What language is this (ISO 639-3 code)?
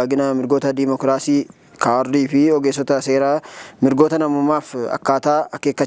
orm